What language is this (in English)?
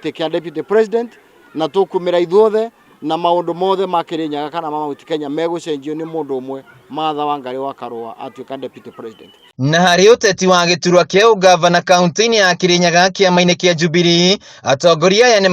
Kikuyu